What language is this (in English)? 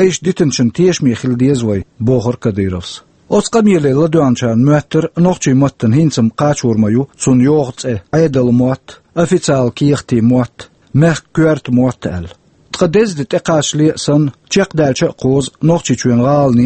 Chechen